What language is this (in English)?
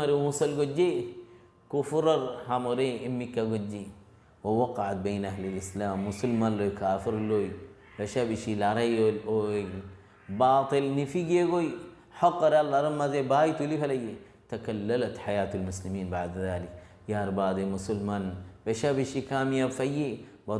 Rohingya